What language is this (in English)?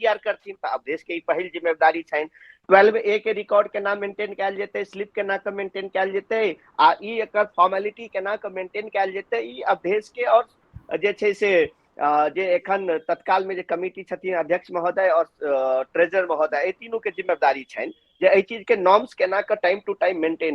Maithili